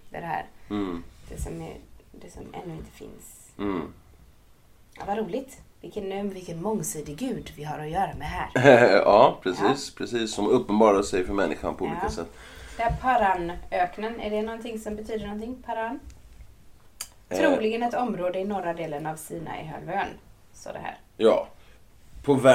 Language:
Swedish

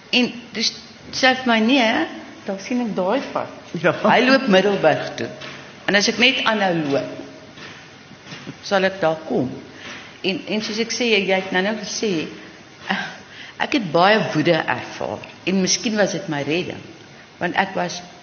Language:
Afrikaans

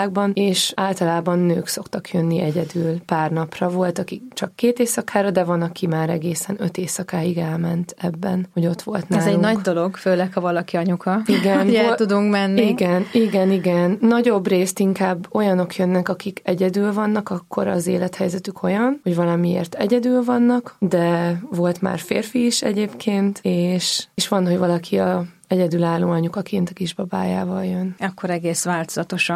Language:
Hungarian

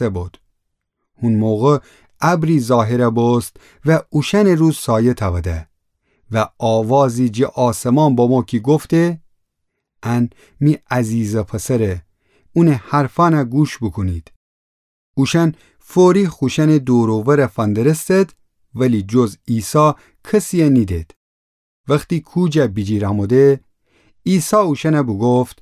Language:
Gilaki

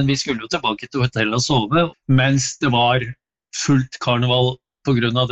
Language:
Norwegian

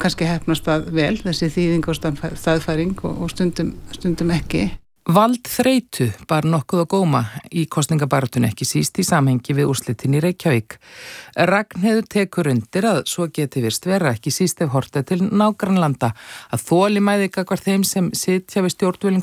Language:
Icelandic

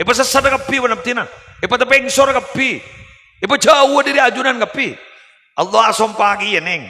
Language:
Madurese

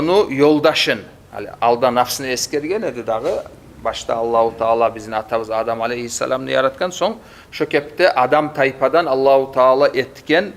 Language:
Kumyk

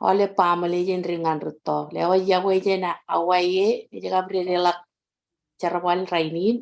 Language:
Marshallese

